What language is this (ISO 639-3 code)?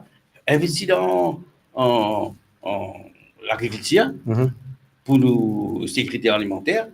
mfe